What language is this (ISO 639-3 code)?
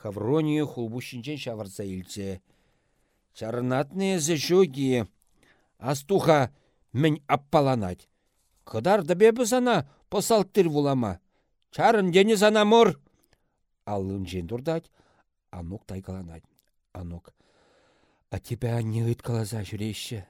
chv